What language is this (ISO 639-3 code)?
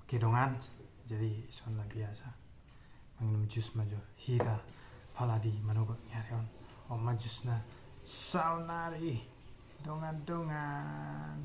bbc